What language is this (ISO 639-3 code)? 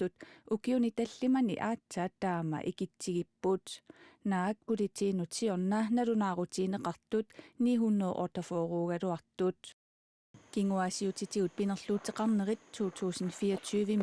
kal